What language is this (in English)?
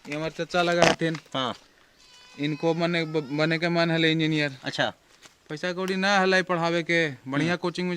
Magahi